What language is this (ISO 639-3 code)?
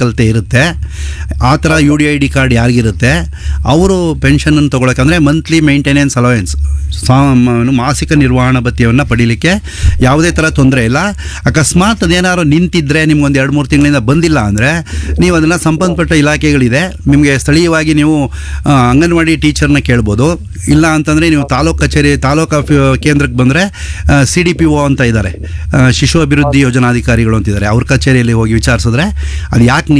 kan